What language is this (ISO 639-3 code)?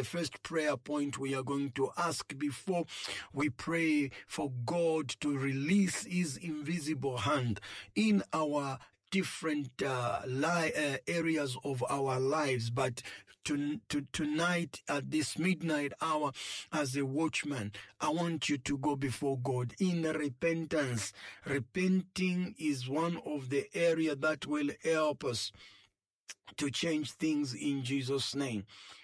eng